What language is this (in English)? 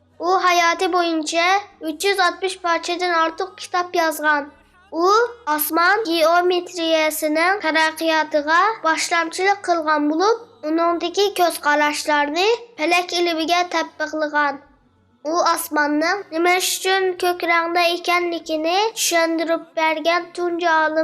Uyghur